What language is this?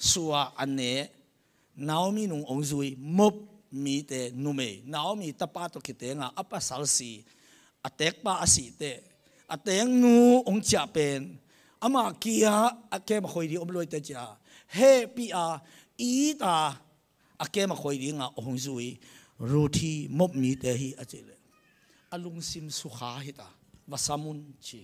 Tedim Chin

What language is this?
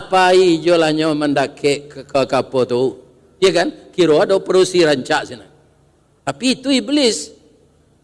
Minangkabau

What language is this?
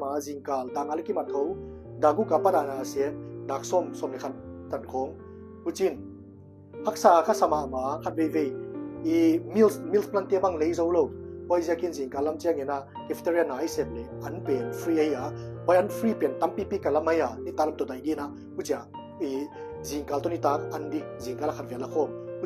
Paite Chin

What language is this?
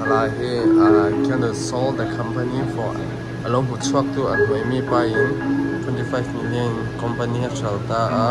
Mizo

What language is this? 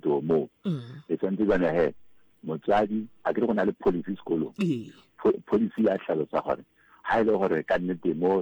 Southern Sotho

